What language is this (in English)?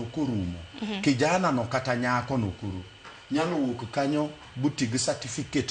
Luo (Kenya and Tanzania)